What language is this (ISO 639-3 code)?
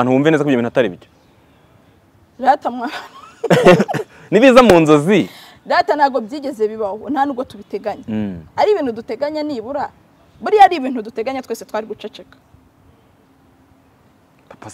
kin